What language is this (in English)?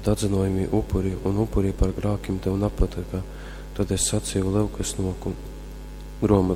Latgalian